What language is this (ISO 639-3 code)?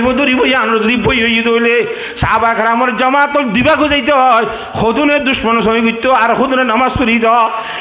rhg